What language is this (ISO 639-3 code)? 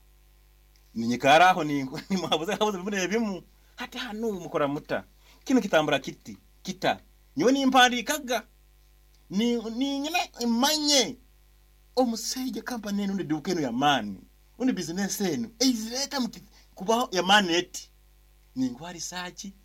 nyn